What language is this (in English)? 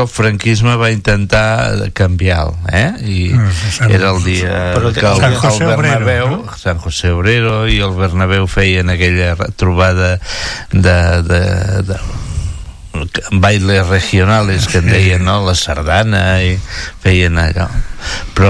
Catalan